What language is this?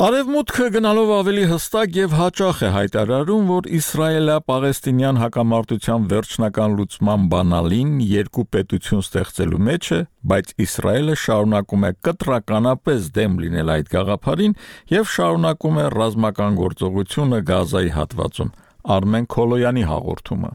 Armenian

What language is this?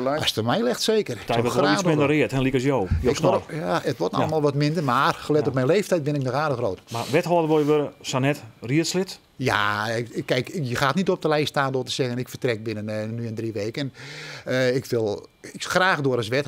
Western Frisian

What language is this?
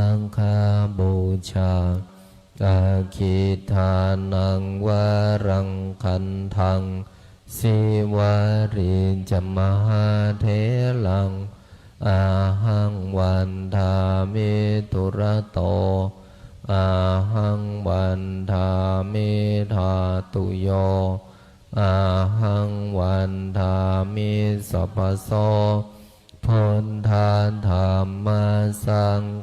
Pali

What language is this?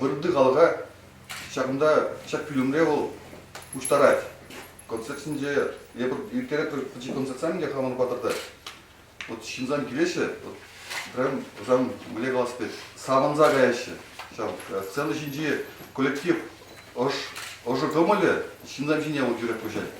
Chuvash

